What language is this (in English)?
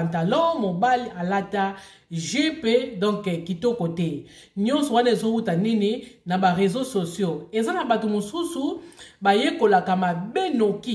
Lingala